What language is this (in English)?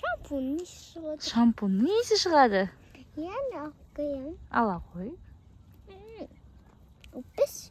Kazakh